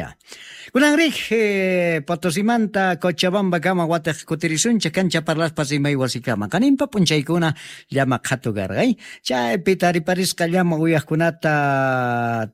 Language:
South Bolivian Quechua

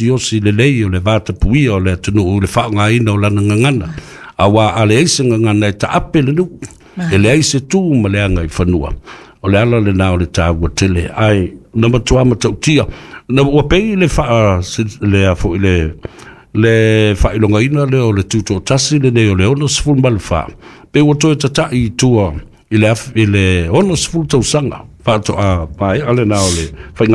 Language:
Samoan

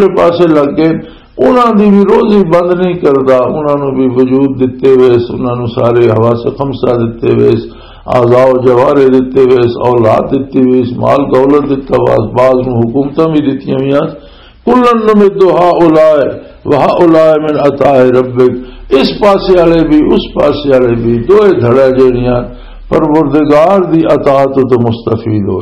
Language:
Western Panjabi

